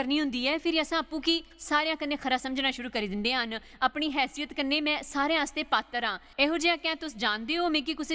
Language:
Dogri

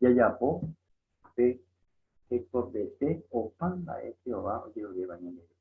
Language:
Guarani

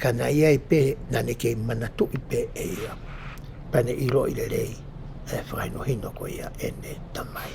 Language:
Tongan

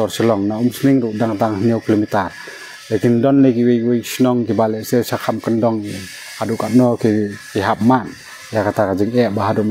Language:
Khasi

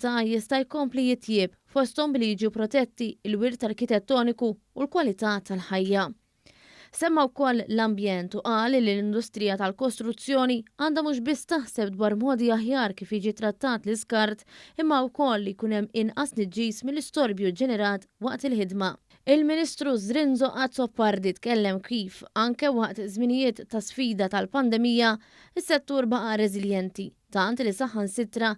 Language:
Maltese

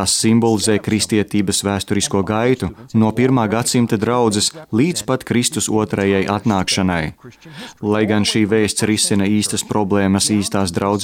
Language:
Latvian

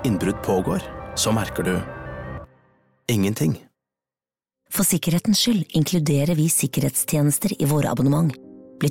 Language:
Norwegian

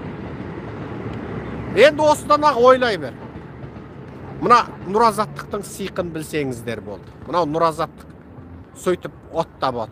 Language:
Kazakh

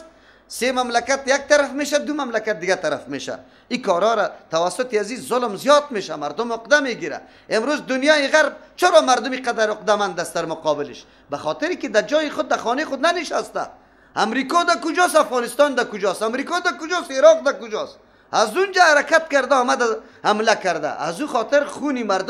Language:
Persian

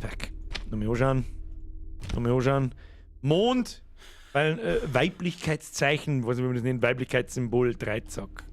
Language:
Bavarian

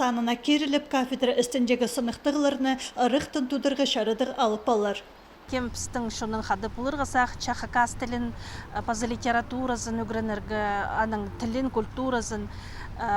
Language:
Khakas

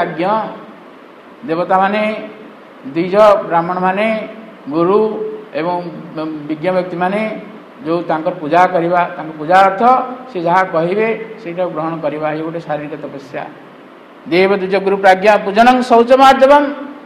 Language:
Odia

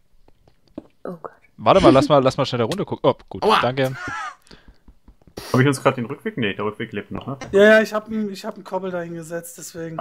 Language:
German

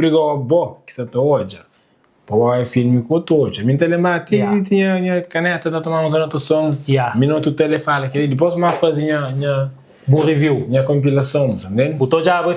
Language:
Kabuverdianu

